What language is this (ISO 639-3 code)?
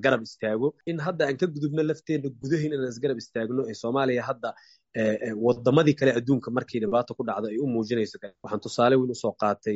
som